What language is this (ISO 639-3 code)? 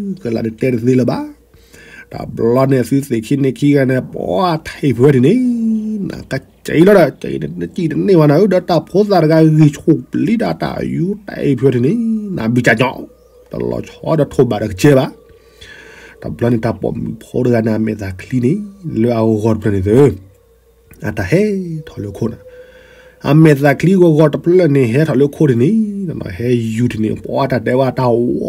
ksw